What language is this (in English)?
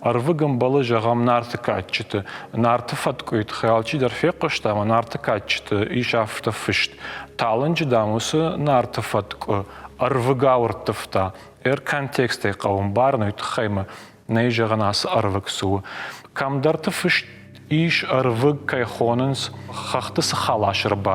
Ossetic